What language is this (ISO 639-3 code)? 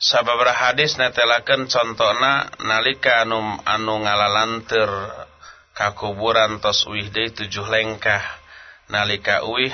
sun